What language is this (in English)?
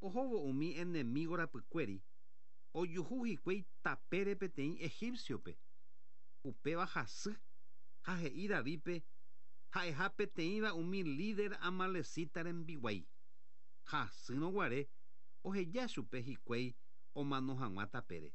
Guarani